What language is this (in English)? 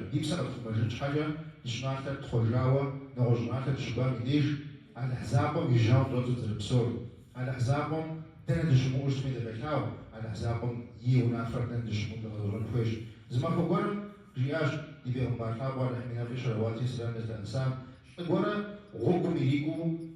Kabardian